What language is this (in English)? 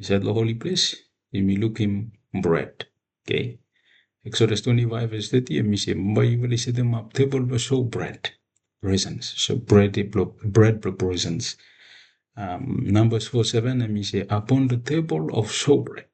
Bislama